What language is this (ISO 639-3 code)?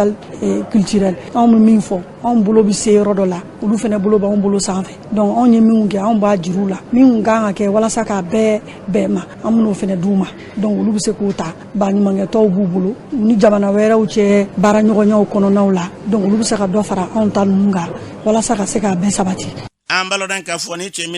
bam